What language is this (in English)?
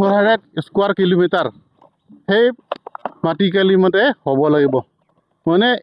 Karbi